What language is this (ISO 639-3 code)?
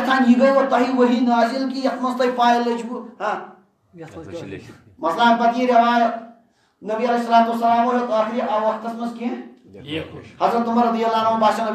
kas